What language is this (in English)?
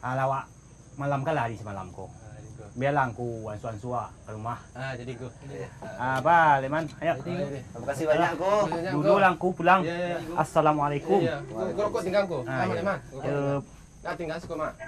Minangkabau